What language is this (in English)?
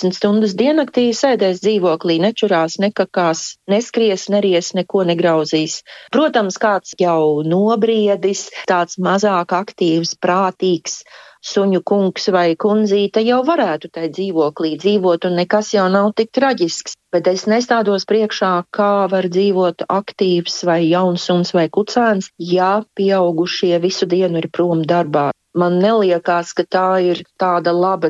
Latvian